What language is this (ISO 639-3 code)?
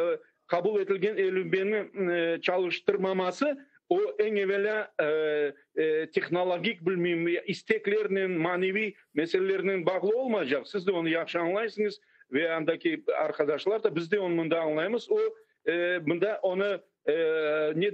crh